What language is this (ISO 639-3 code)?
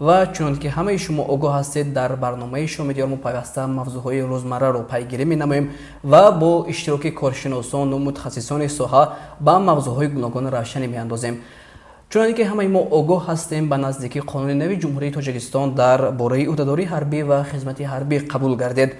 tgk